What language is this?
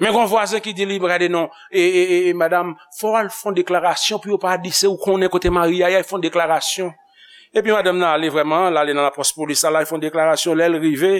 Haitian Creole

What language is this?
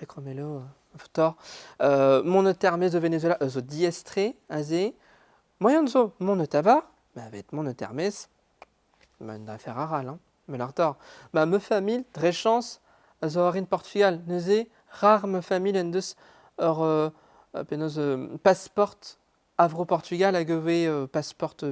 Breton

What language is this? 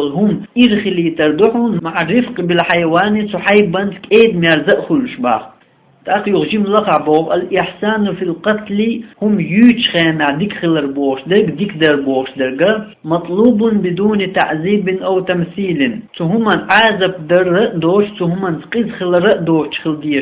Chechen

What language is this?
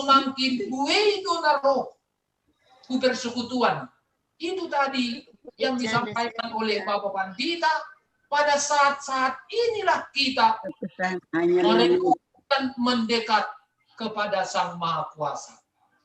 Batak Simalungun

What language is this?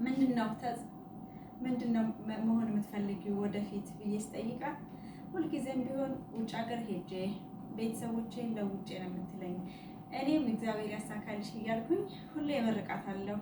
Amharic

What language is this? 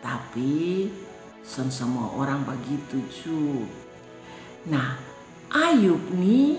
Kupang Malay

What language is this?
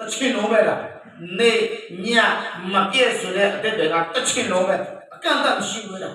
Akha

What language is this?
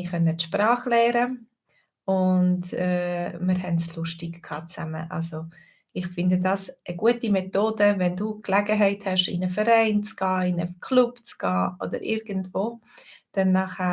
Swiss German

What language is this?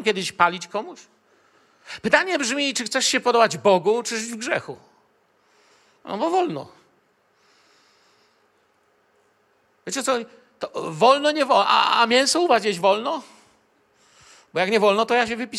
Polish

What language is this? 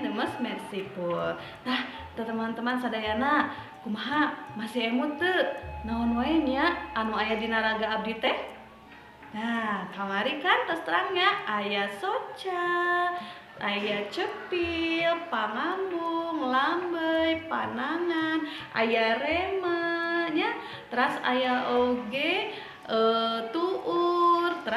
Sundanese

